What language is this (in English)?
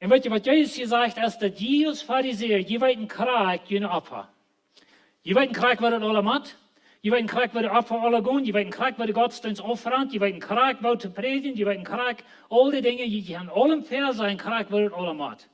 Plautdietsch